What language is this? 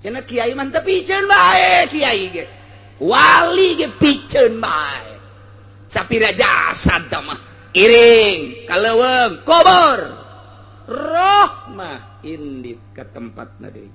Sundanese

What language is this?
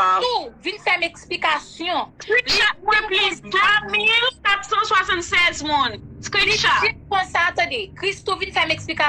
Haitian Creole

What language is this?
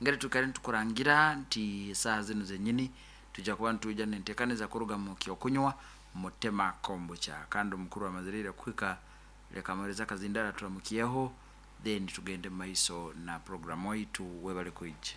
Nyankole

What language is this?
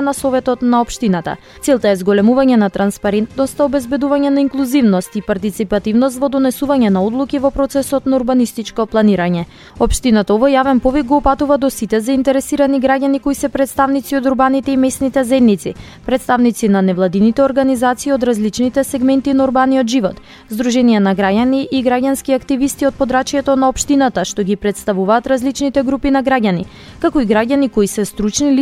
Macedonian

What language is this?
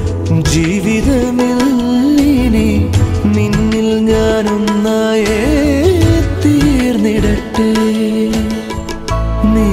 Malayalam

